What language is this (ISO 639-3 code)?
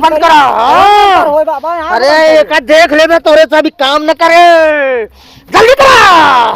awa